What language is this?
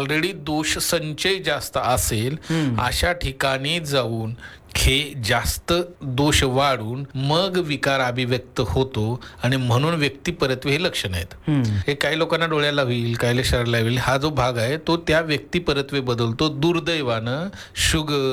Marathi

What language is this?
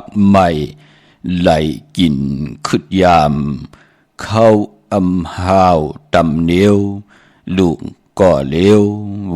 Shan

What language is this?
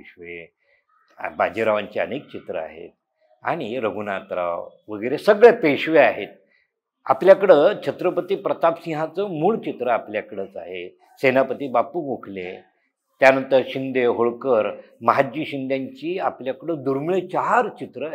Marathi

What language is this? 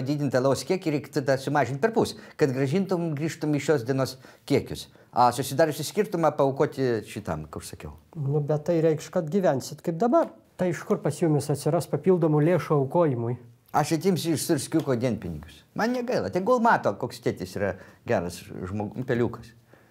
Lithuanian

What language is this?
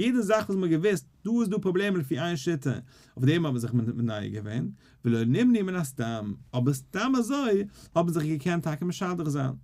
Yiddish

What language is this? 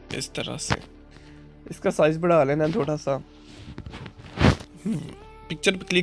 Hindi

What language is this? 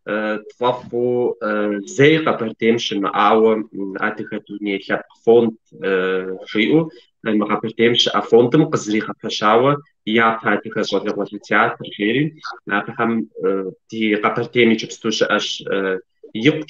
Kabardian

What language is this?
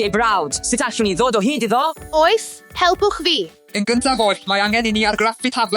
Welsh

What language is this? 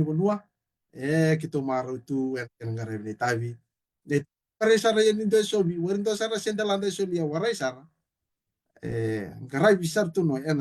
Fijian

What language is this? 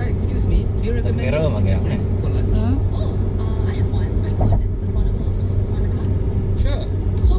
Iban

